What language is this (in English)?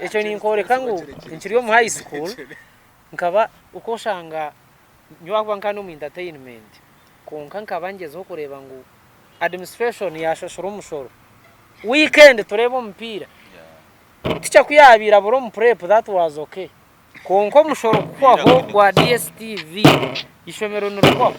Nyankole